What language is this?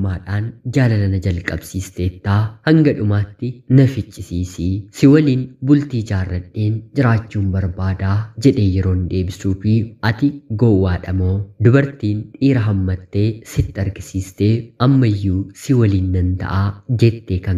Oromo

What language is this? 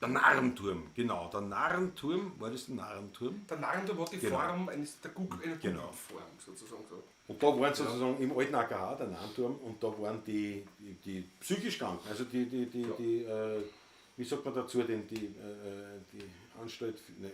Bavarian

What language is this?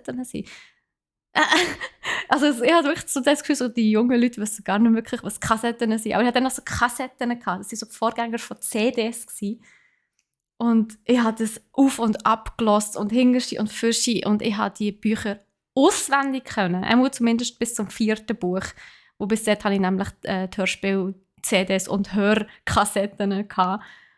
Swiss German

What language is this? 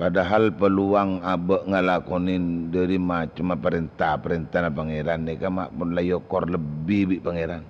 Madurese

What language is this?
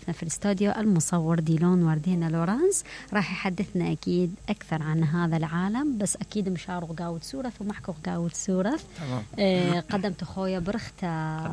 Mesopotamian Arabic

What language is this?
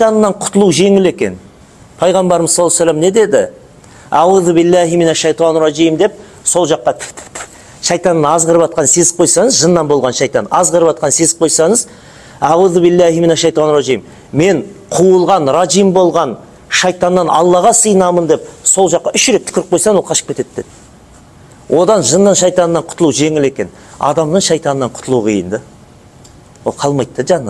Kazakh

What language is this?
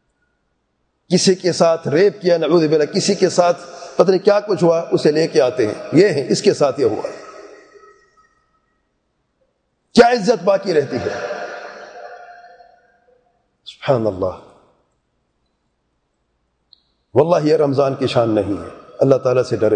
Urdu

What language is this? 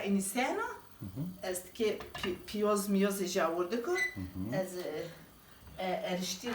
Zaza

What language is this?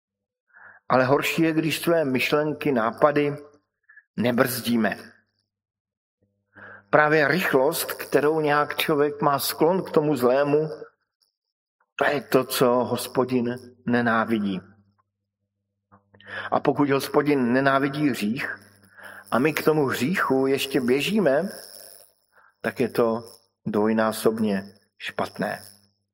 Czech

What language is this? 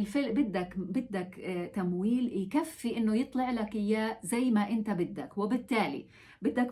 North Levantine Arabic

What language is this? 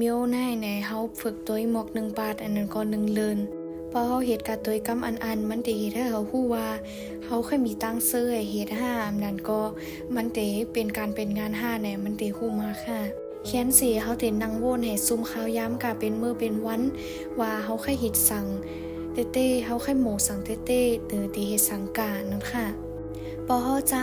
Shan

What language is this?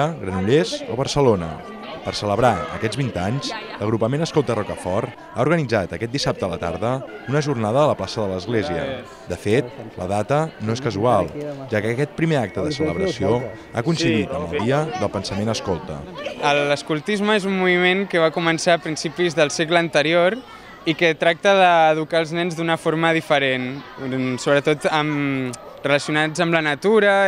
Catalan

